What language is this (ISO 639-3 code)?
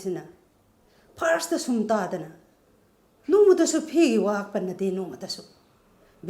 mni